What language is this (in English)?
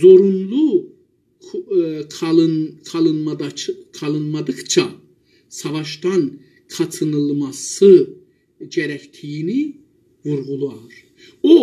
South Azerbaijani